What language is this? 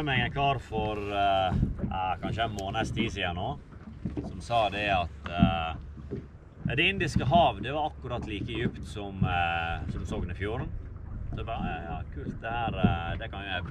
Norwegian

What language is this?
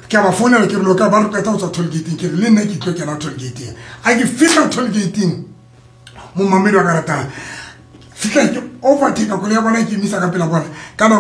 Southern Sotho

